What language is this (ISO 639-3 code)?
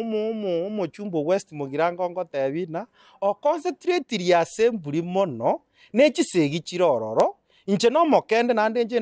guz